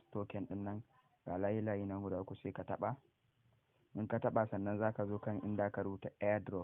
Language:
Hausa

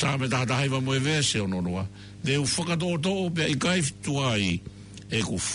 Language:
Tongan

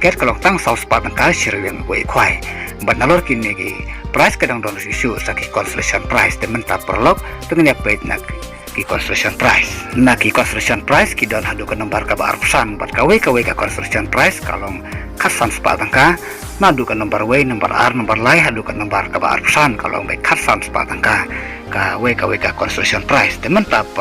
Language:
Khasi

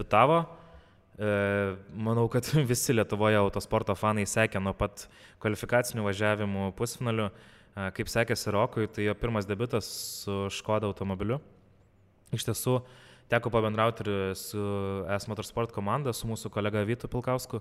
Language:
Lithuanian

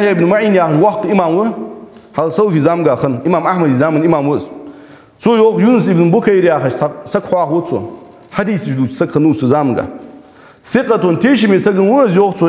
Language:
Ingush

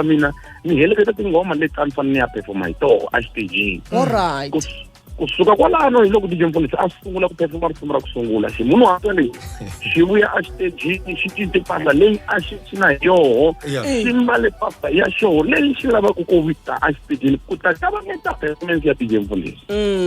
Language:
Tsonga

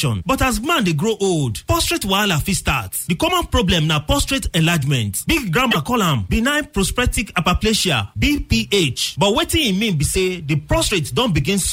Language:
Nigerian Pidgin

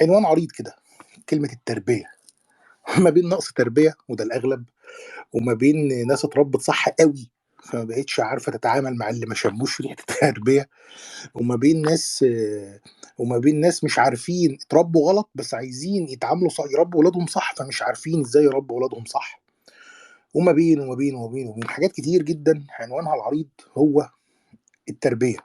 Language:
Egyptian Arabic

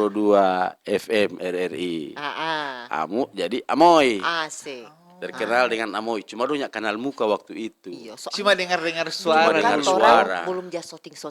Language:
Manado Malay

